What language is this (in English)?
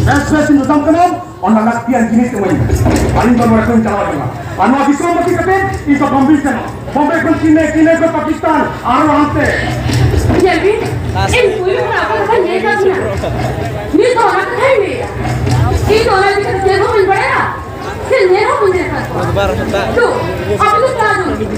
Santali